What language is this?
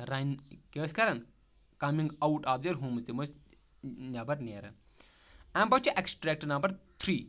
Kashmiri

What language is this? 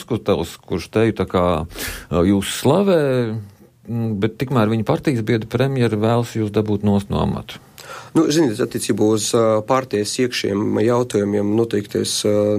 Latvian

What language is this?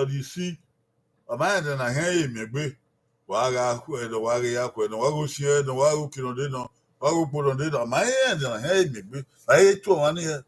Bini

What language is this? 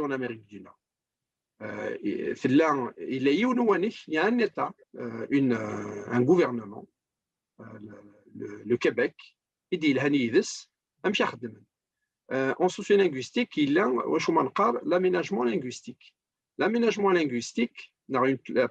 Kabyle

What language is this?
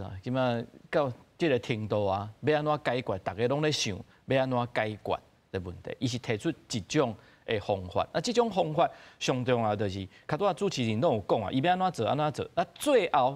Min Nan Chinese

